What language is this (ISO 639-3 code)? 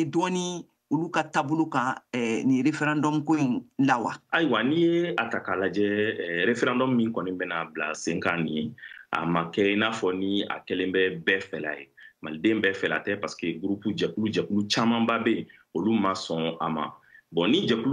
bam